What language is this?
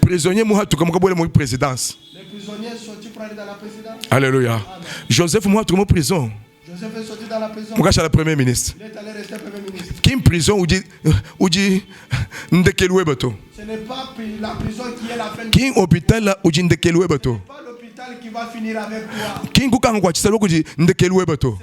Luba-Lulua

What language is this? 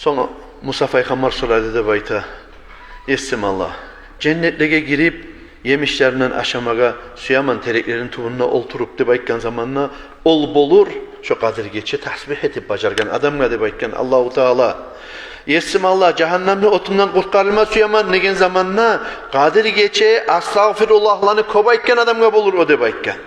Kumyk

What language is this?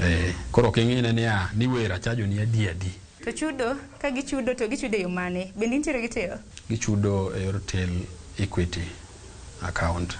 Luo (Kenya and Tanzania)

